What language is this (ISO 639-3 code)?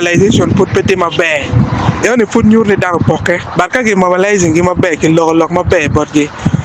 ach